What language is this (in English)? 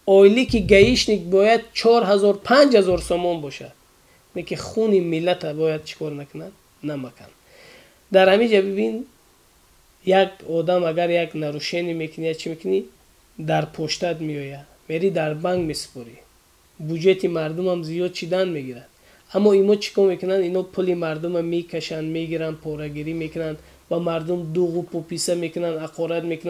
Tajik